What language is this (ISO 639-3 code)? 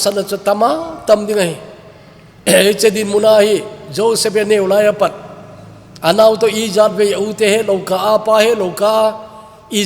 tcz